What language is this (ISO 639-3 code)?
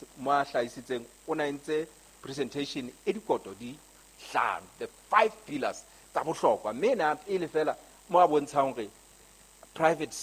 sot